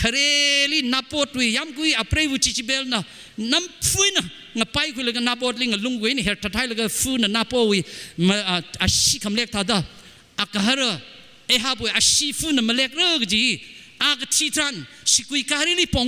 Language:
Tangkhul Naga (India)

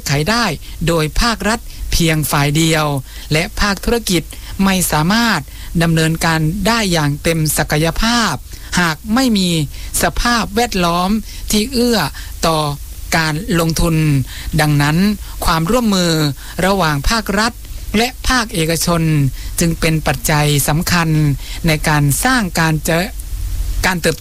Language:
Thai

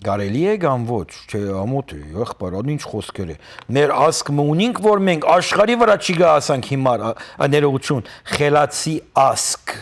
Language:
Western Armenian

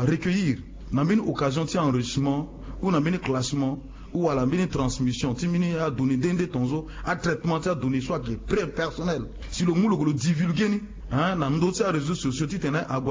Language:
Sango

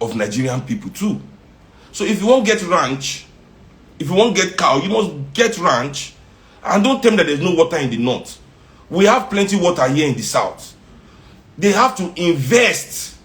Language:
Nigerian Pidgin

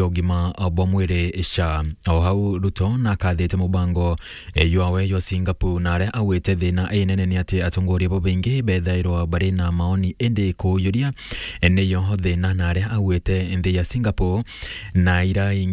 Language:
Meru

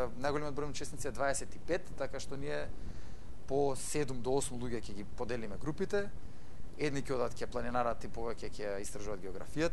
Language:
Macedonian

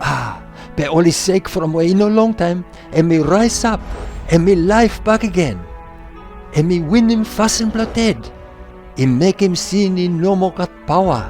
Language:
Bislama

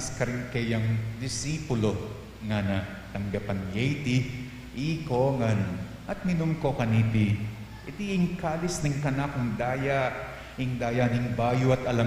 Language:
Pampanga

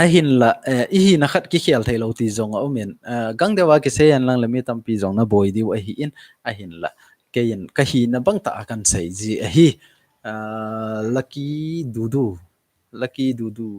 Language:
Thado Chin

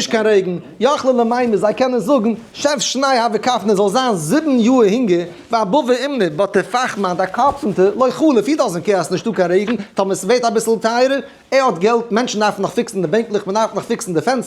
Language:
Yiddish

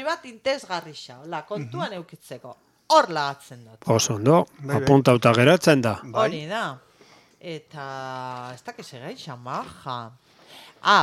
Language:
Basque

